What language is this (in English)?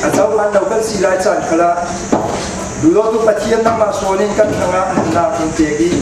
Falam Chin